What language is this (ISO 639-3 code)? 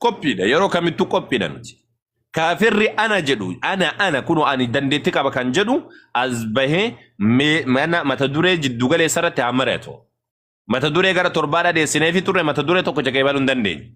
orm